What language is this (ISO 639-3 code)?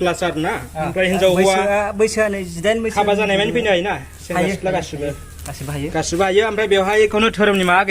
brx